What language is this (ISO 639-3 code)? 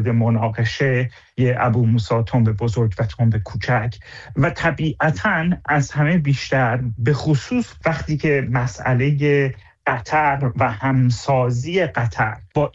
fas